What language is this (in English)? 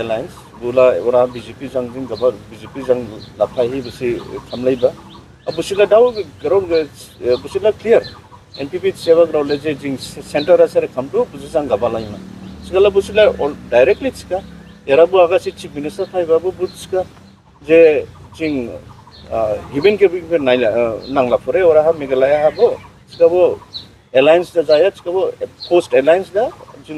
Dimasa